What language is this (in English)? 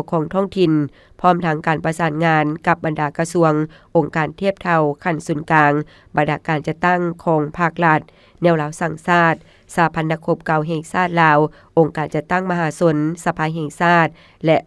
Lao